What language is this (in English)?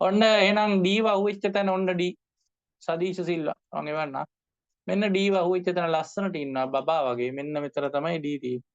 Sinhala